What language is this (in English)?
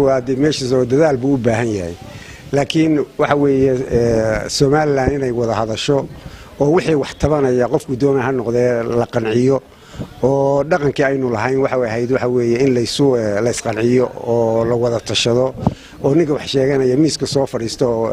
Somali